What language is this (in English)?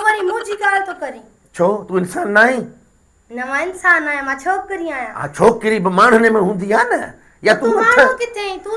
Sindhi